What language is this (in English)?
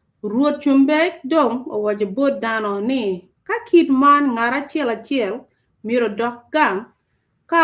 Acoli